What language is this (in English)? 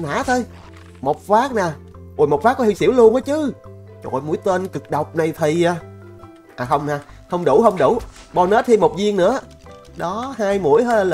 Vietnamese